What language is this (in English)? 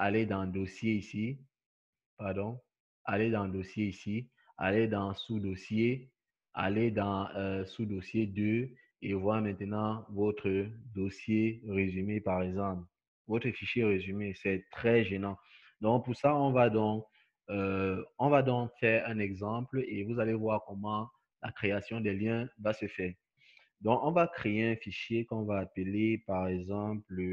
French